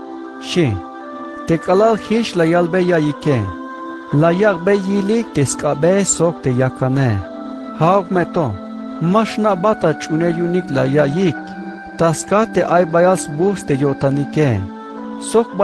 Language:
Tzeltal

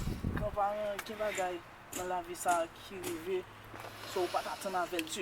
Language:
Haitian Creole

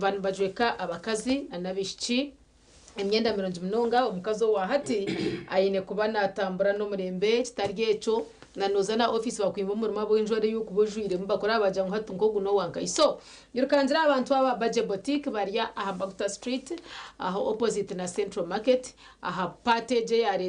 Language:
Nyankole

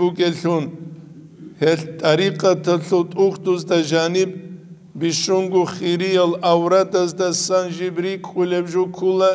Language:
Avaric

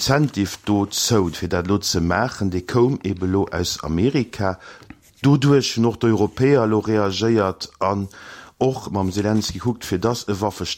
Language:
Luxembourgish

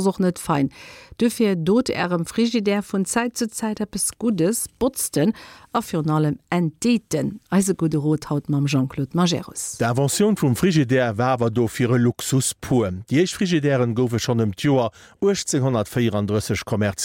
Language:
Luxembourgish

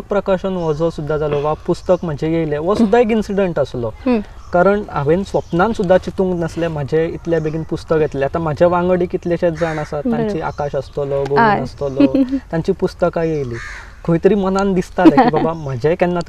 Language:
Konkani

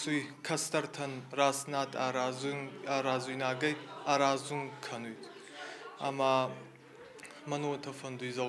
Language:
Ossetic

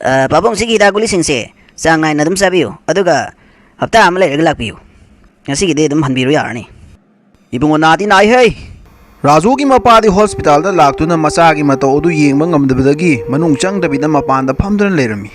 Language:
Manipuri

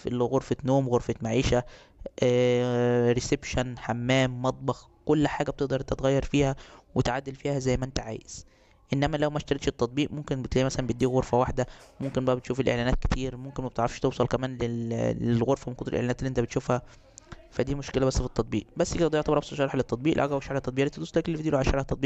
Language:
Egyptian Arabic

